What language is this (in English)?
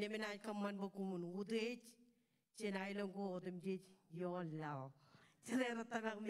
Marshallese